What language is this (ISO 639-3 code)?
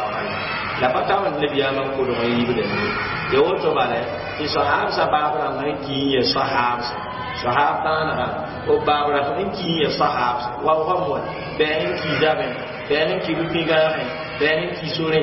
mos